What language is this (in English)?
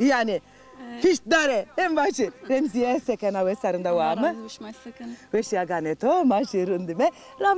Zaza